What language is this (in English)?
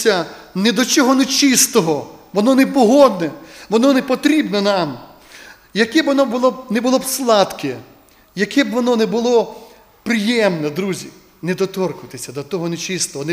Ukrainian